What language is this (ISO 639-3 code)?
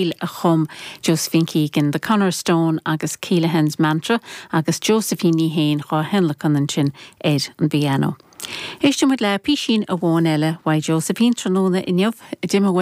gle